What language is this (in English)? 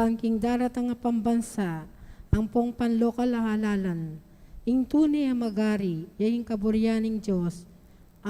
Pampanga